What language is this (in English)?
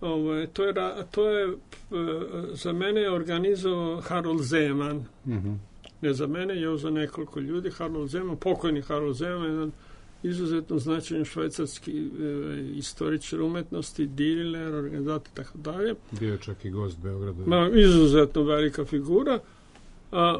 Serbian